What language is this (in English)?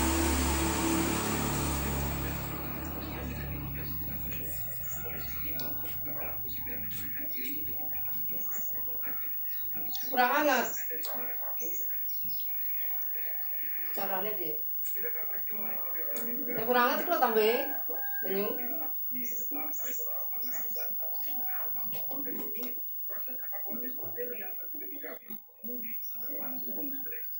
Javanese